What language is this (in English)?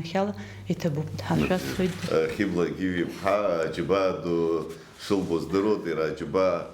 Abkhazian